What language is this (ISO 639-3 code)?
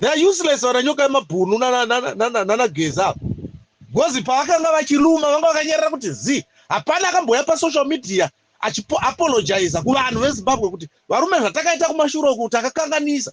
sna